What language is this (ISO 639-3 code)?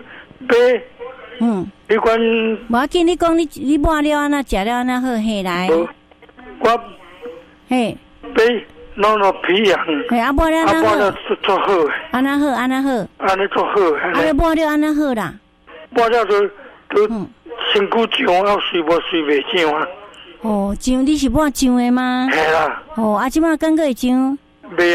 nan